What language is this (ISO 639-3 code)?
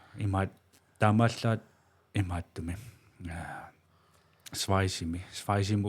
kal